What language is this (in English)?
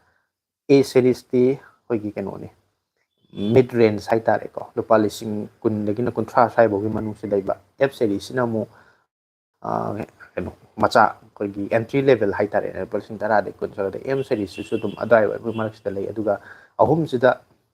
Manipuri